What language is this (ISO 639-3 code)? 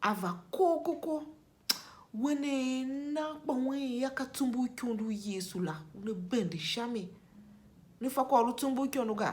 tiv